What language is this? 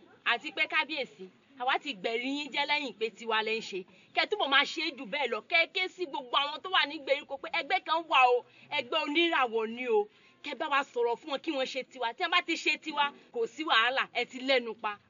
Yoruba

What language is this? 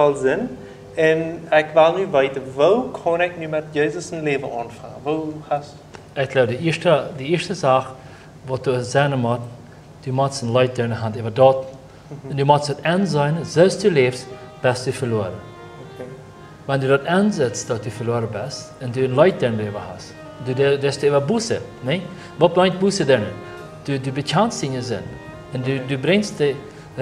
Plautdietsch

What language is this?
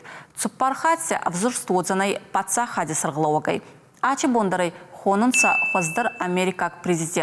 Ossetic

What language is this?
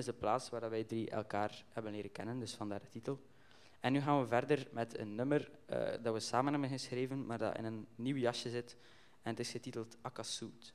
Dutch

